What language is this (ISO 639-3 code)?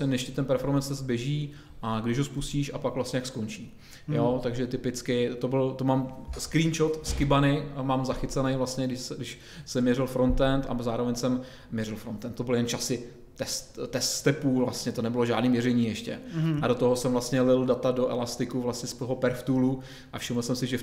ces